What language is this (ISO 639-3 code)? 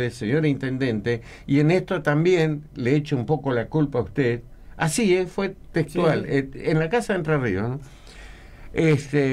spa